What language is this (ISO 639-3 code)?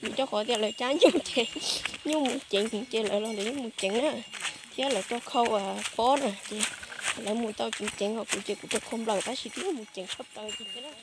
hmn